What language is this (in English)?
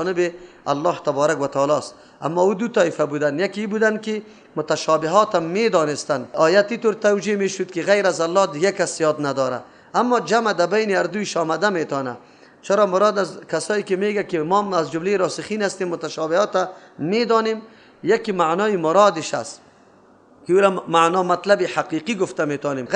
Persian